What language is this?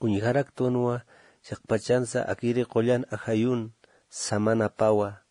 Aymara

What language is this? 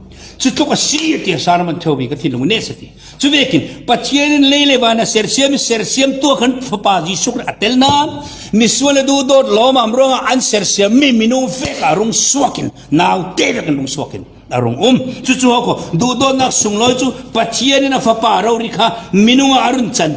Falam Chin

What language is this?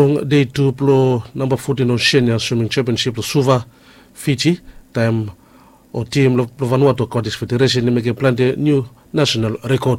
Bislama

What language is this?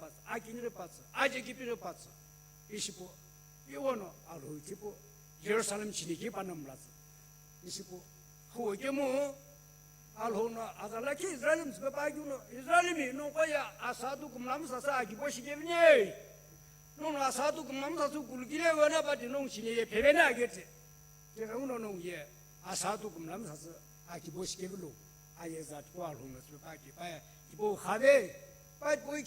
Sumi Naga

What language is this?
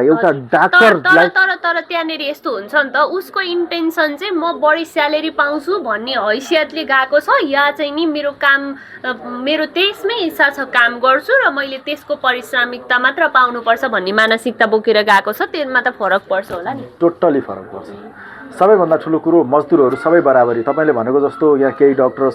Nepali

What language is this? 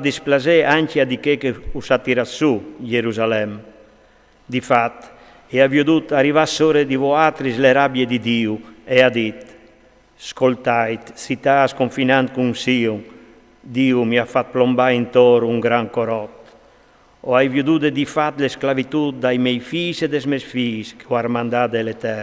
Friulian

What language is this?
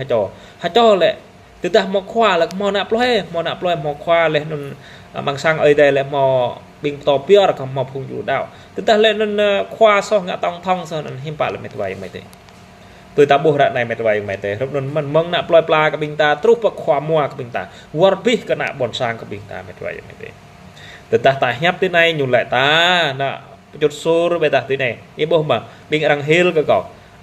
Jarai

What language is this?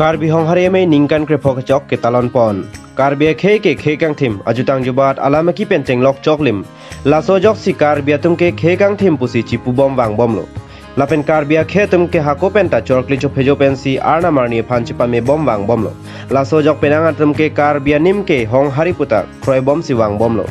Karbi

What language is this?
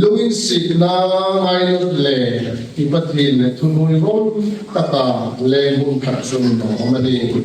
Hmar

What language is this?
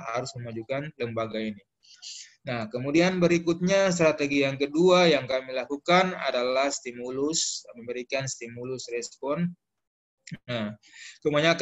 Indonesian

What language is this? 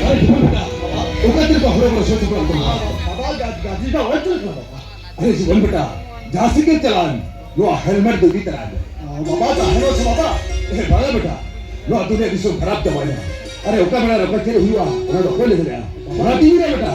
Santali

